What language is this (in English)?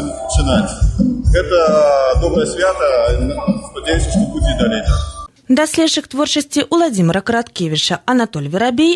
Belarusian